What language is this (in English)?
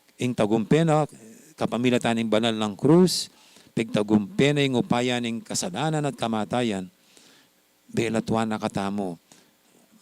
Pampanga